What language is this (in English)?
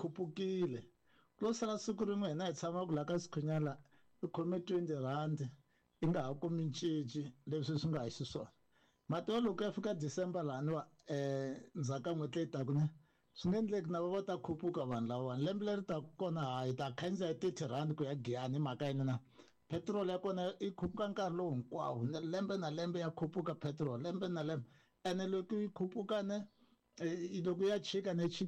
Tsonga